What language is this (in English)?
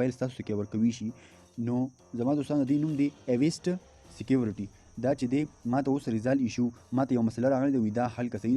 Pashto